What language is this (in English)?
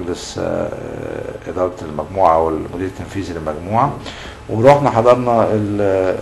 Egyptian Arabic